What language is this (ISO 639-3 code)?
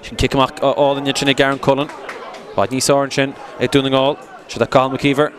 gle